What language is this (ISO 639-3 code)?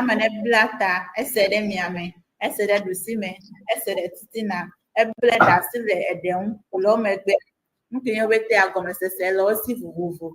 ewe